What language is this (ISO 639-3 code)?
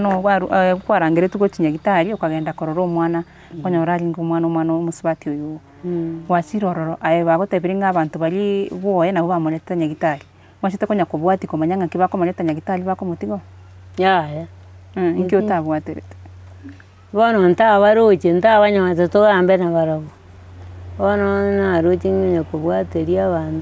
guz